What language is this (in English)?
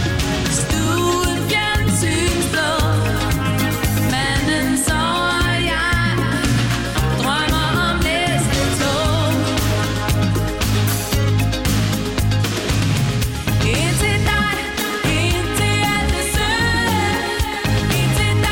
Danish